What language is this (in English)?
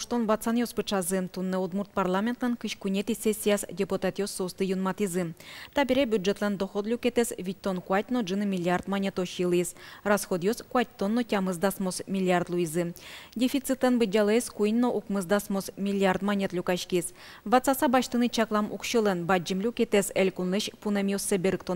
Udmurt